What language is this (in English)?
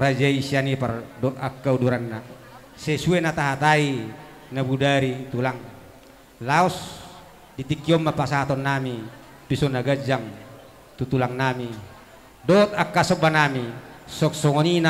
Batak Toba